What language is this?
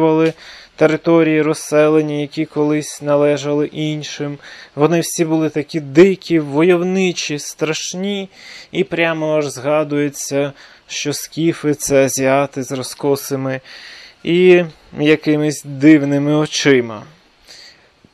Ukrainian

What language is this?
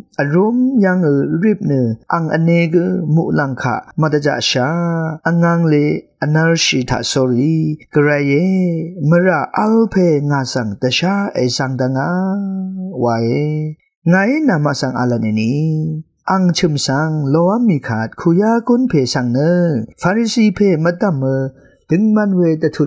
Rawang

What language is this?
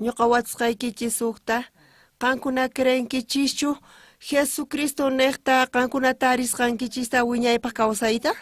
South Bolivian Quechua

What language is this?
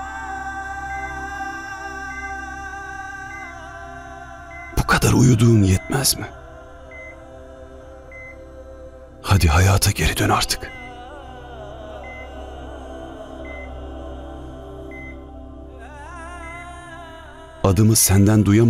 Turkish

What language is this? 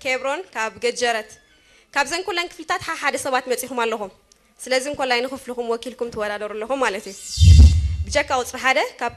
Tigrinya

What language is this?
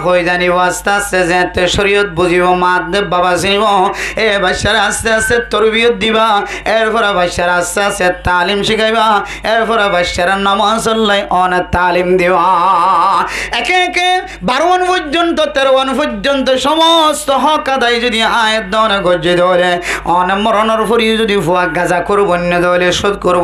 Rohingya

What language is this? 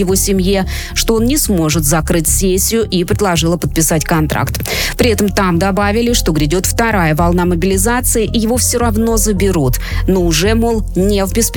Russian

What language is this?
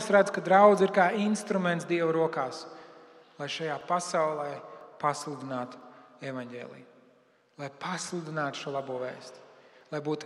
Latvian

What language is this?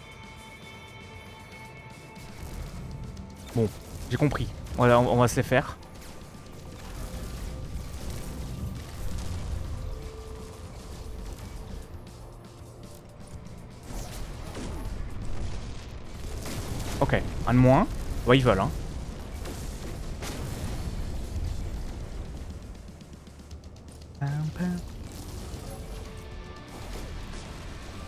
French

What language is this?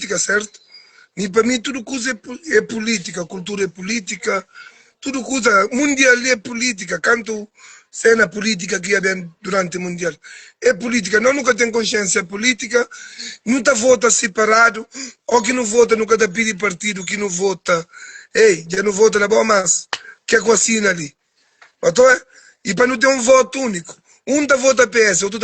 Kabuverdianu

